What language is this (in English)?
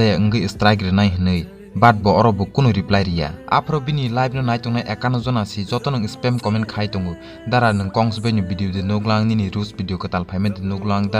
Kok Borok